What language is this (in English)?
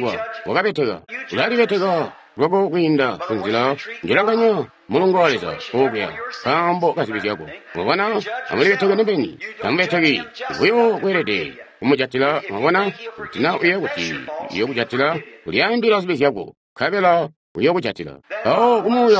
Tonga (Zambia)